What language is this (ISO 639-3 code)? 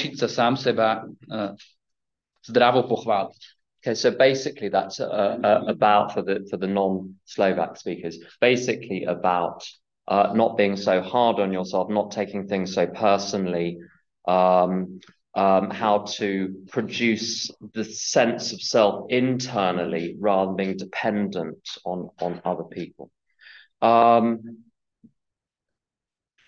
slk